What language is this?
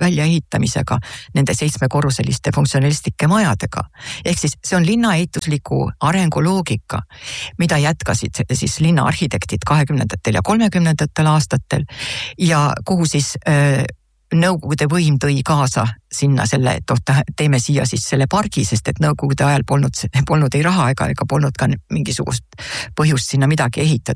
Estonian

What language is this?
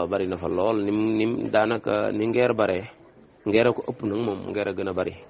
Wolof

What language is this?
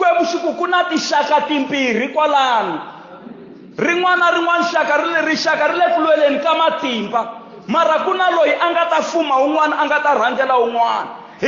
Tsonga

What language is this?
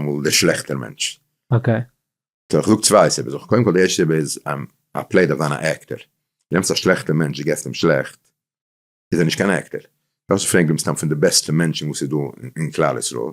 Yiddish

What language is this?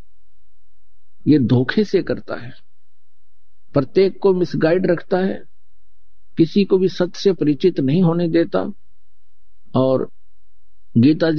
Hindi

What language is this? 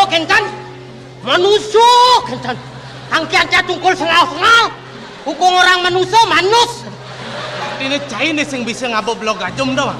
Balinese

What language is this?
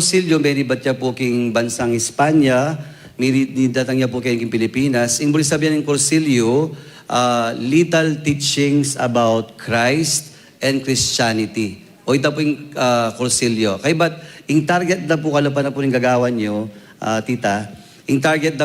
Pampanga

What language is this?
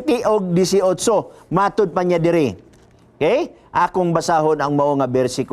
Cebuano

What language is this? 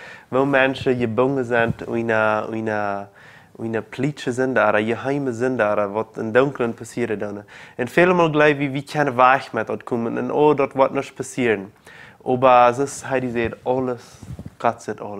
Plautdietsch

